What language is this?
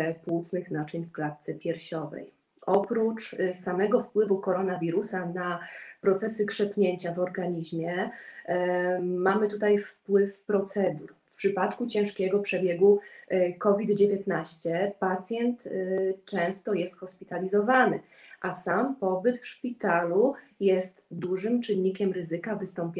Polish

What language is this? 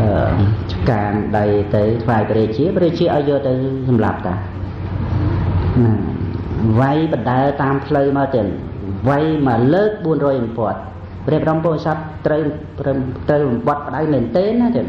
Khmer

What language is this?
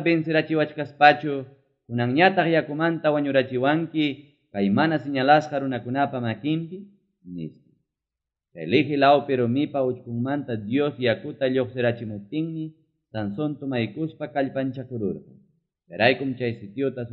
Ayacucho Quechua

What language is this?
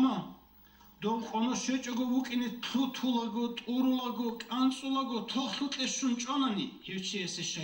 Avaric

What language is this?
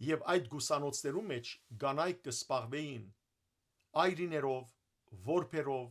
Western Armenian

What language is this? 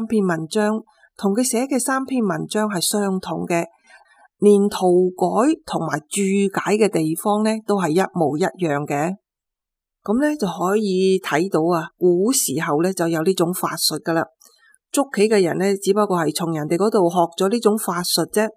Cantonese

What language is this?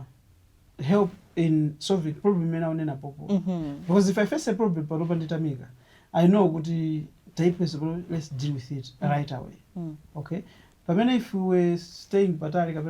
Nyanja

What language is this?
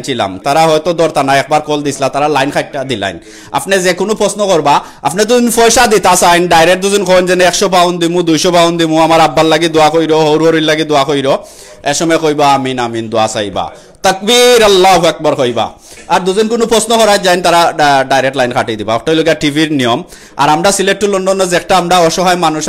Sylheti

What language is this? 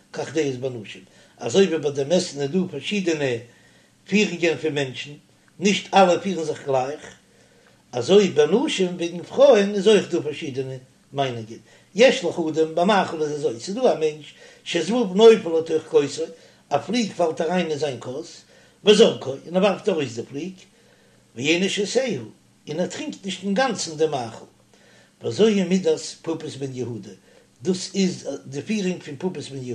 Yiddish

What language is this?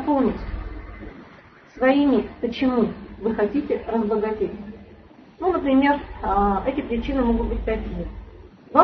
Russian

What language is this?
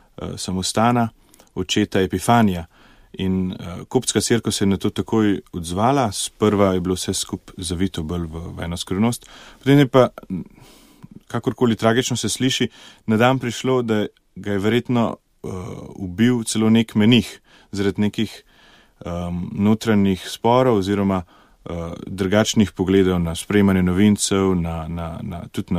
Slovenian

